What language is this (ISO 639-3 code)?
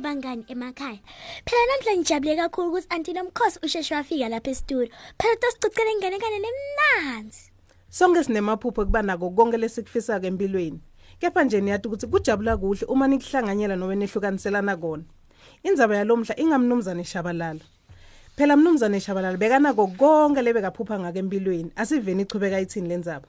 ssw